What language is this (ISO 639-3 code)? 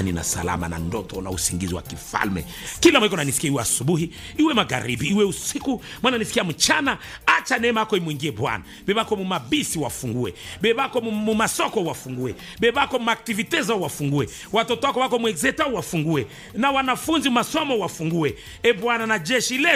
swa